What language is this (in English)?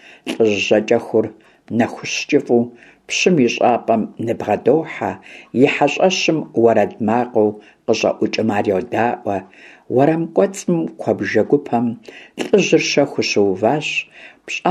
Kabardian